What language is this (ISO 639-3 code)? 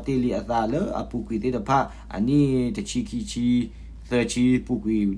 ksw